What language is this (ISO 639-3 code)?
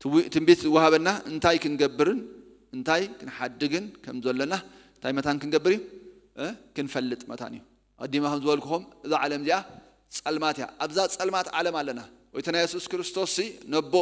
tir